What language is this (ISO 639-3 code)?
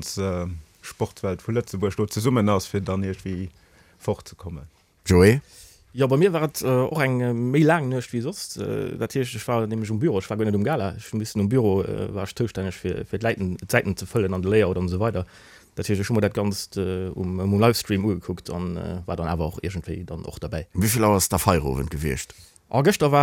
ltz